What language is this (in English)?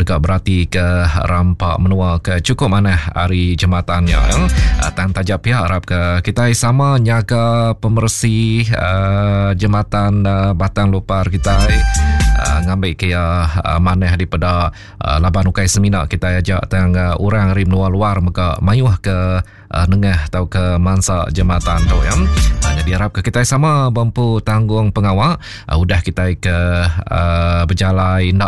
Iban